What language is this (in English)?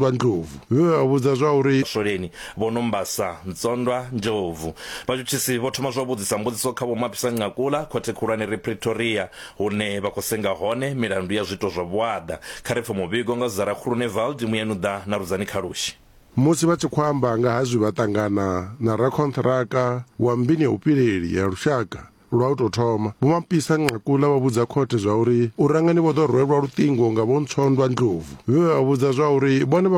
Venda